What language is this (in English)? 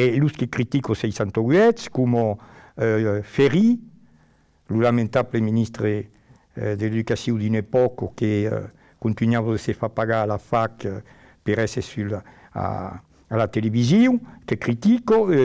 Occitan